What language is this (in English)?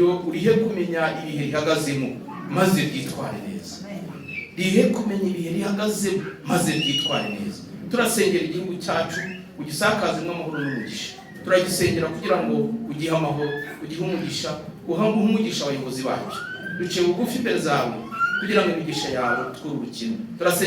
Kinyarwanda